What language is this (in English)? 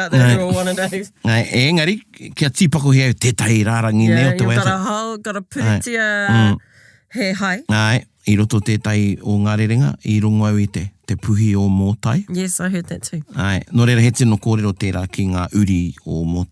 Māori